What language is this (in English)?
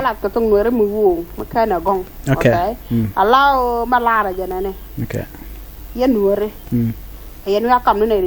Nuer